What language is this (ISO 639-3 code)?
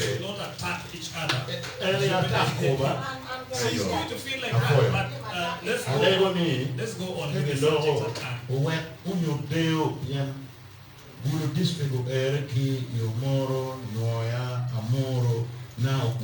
ach